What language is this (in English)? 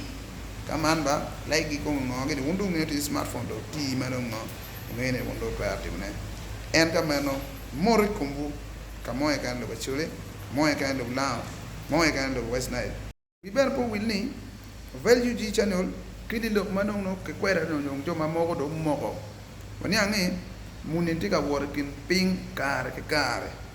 Acoli